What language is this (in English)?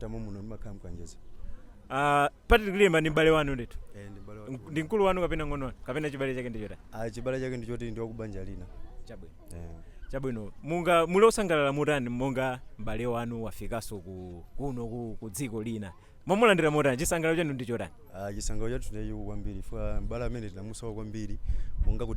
Nyanja